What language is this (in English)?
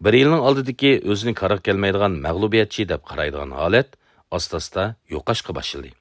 Uyghur